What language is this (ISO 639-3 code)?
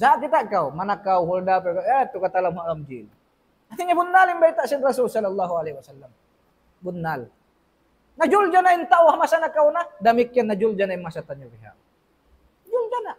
tsg